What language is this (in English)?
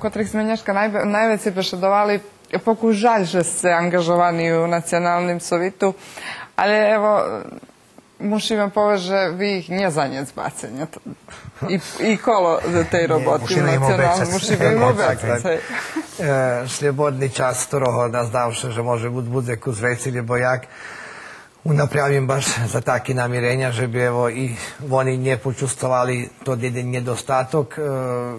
Rusyn